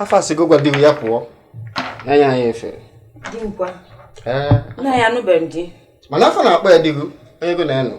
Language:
Igbo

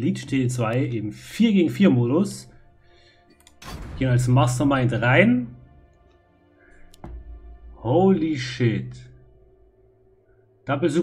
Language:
German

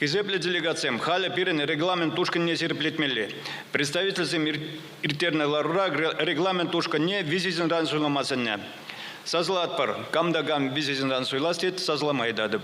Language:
Chuvash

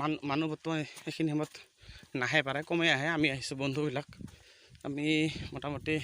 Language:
Assamese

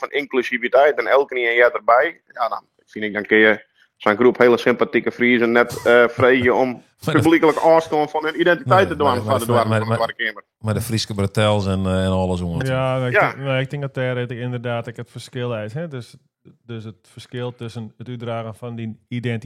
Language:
Western Frisian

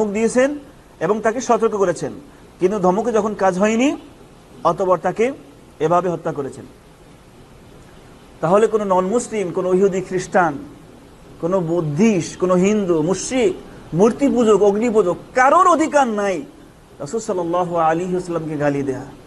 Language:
Bangla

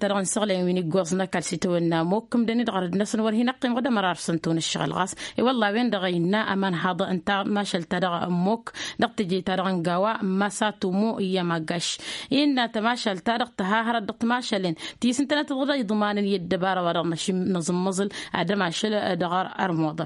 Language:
Tamasheq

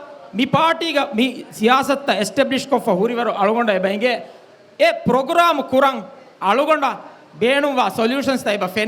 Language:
Divehi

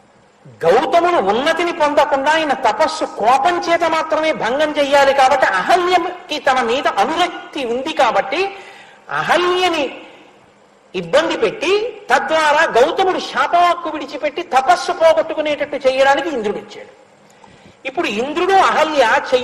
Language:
Telugu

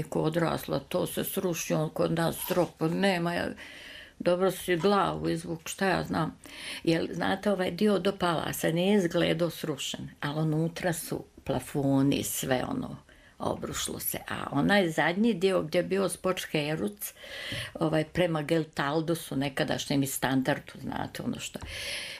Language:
Serbian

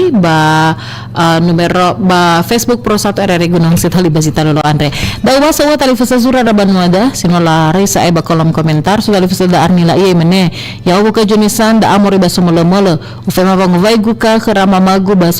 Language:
Nias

